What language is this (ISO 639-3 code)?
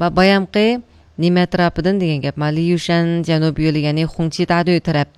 uig